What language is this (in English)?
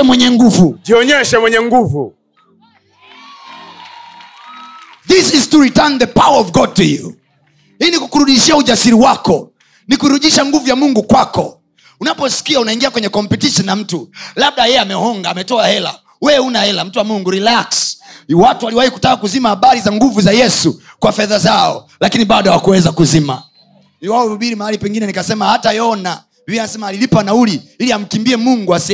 Swahili